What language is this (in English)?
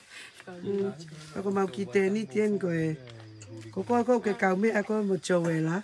Tongan